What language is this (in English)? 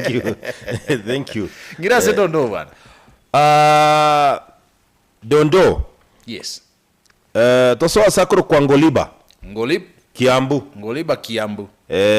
Gusii